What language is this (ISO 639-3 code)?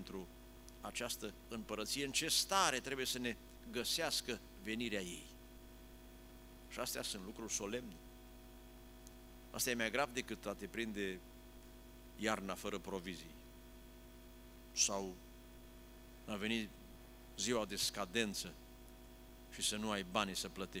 ron